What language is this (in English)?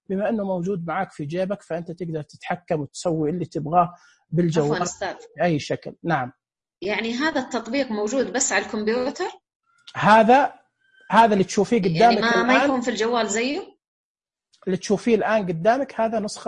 Najdi Arabic